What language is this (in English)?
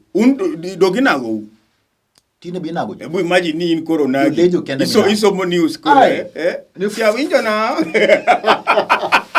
Luo (Kenya and Tanzania)